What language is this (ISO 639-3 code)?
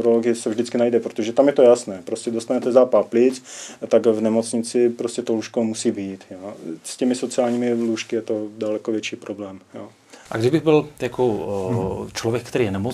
ces